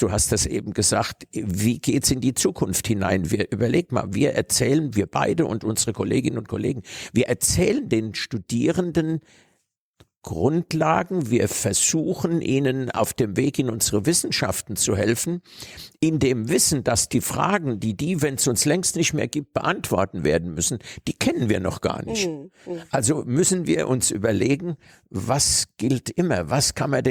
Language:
German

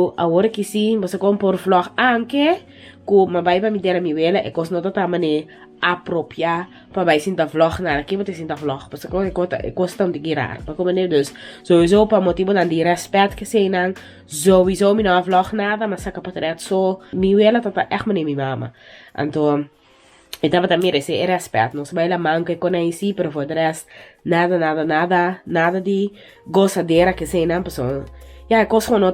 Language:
Papiamento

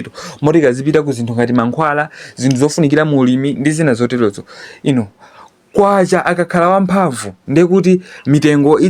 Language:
Nyanja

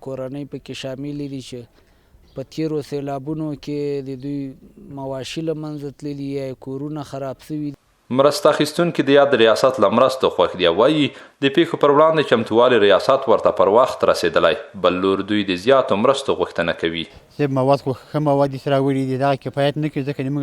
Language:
Pashto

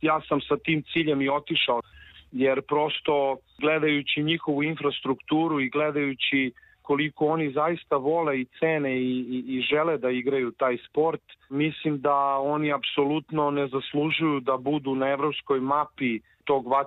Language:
Serbian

